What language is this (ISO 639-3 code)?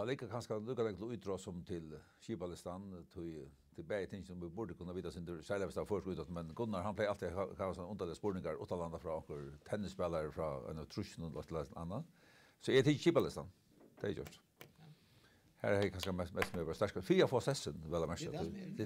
fao